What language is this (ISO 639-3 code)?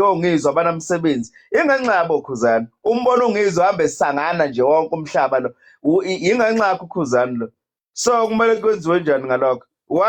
zul